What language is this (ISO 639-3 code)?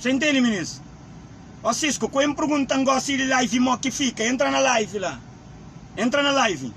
kea